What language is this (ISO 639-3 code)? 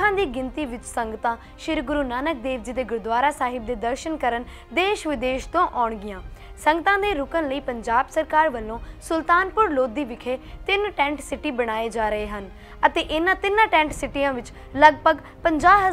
pan